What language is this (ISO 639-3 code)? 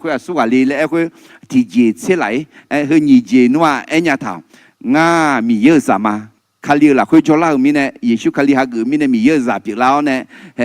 ahk